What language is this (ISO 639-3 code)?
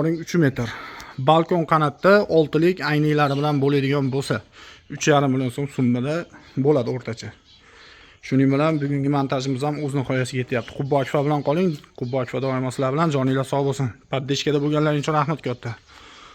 uzb